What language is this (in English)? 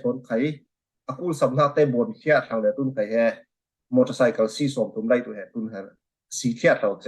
Falam Chin